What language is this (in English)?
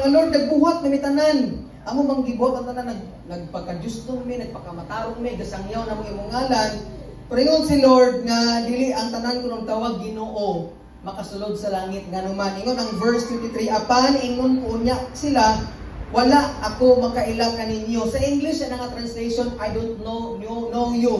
Cebuano